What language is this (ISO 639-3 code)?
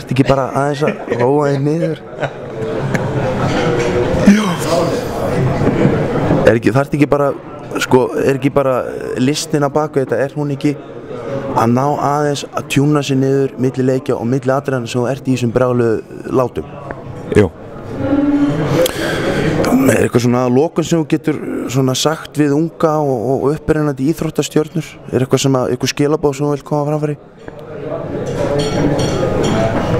isl